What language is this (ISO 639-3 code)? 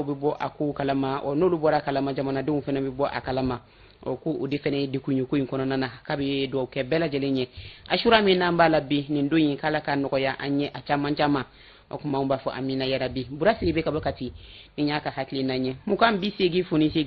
bam